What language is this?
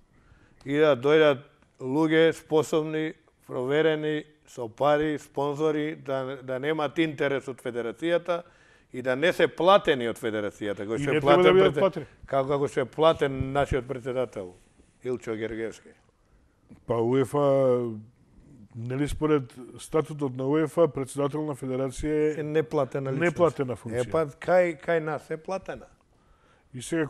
Macedonian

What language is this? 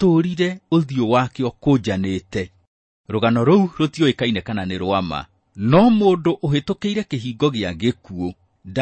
Kikuyu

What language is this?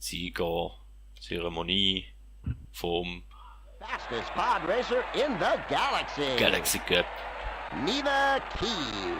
Swiss German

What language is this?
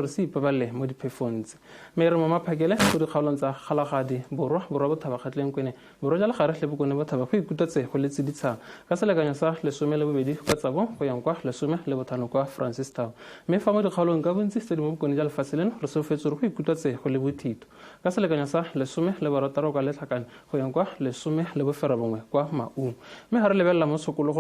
Tswana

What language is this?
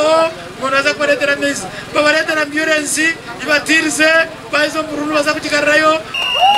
Nyankole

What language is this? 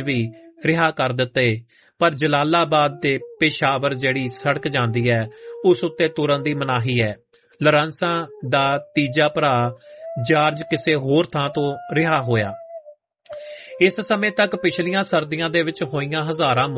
Punjabi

